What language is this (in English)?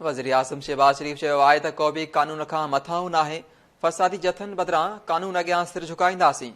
Sindhi